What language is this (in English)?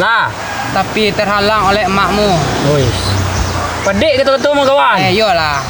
Minangkabau